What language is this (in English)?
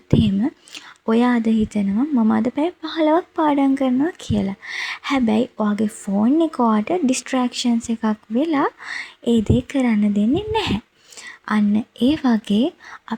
Sinhala